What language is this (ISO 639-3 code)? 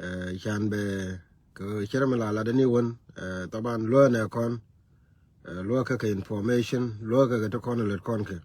nus